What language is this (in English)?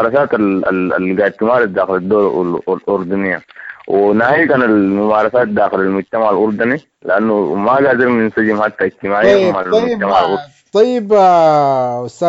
Sudanese Arabic